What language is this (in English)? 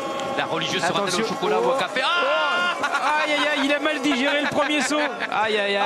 French